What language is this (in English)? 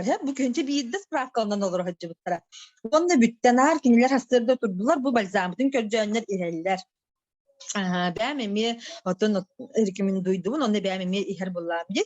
Yakut